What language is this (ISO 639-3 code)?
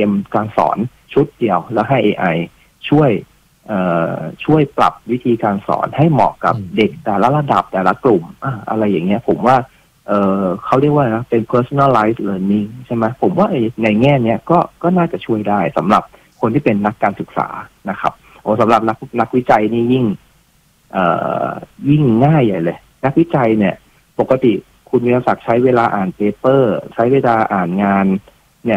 tha